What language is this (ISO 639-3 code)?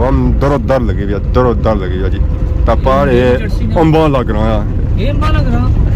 phr